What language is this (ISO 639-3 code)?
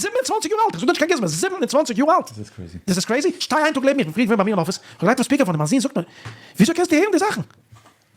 yid